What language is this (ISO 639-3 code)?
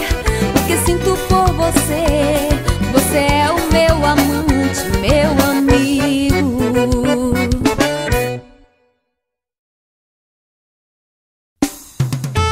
por